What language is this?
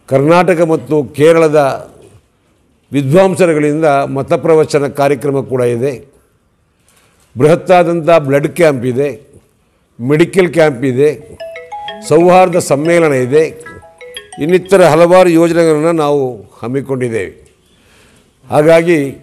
Kannada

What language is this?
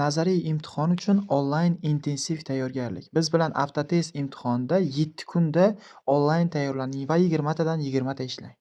Uzbek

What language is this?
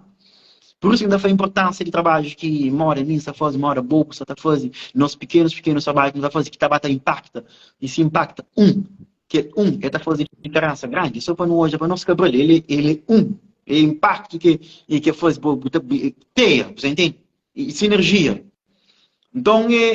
Kabuverdianu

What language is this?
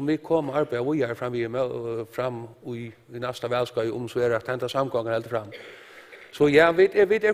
Faroese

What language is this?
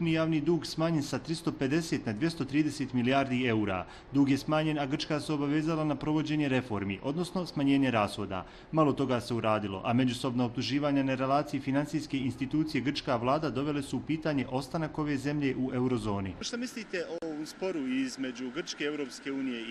Bosnian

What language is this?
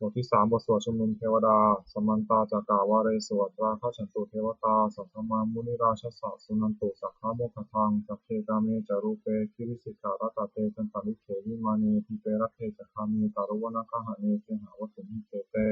Pali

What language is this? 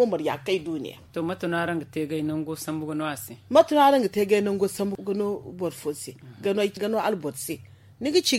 Zarma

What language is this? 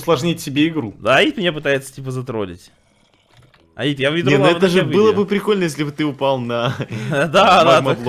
Russian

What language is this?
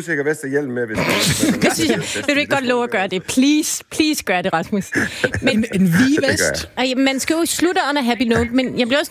Danish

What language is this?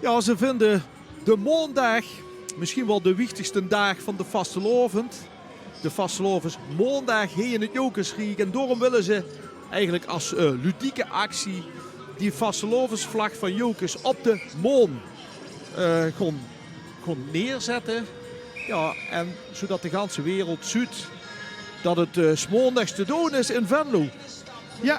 Limburgish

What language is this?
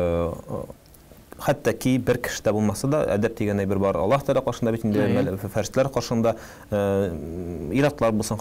Tatar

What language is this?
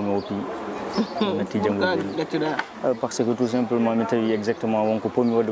Fula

